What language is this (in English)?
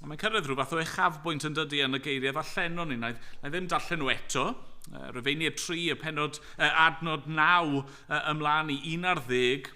Welsh